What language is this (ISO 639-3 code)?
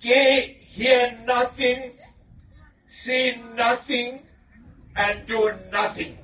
sot